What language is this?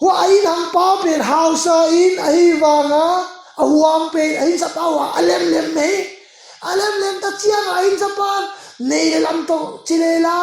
Tedim Chin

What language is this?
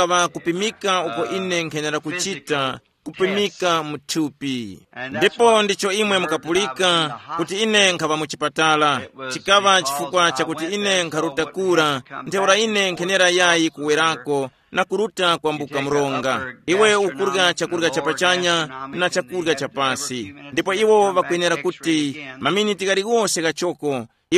Tumbuka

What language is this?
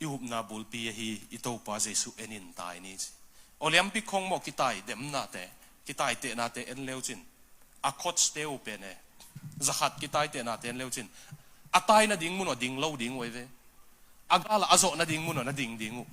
Tedim Chin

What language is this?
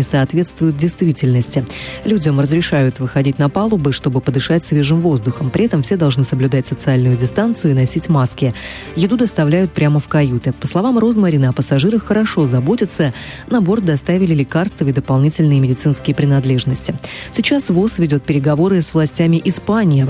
Russian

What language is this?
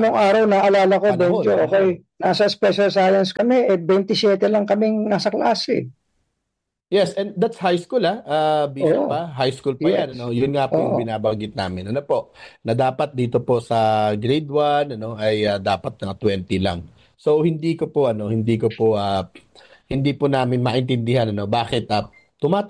Filipino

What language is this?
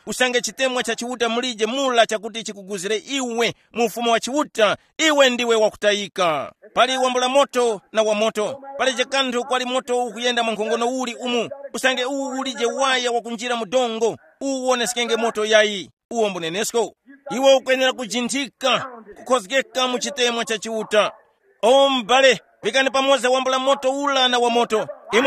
Tumbuka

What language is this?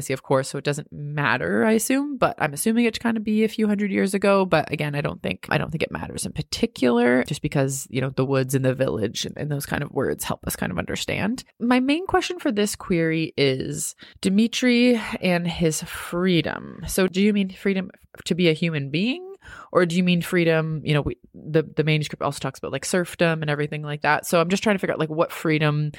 English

